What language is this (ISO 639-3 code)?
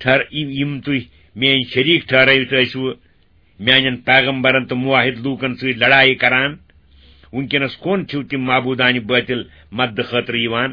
kas